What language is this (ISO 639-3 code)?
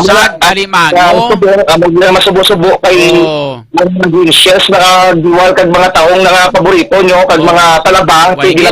hil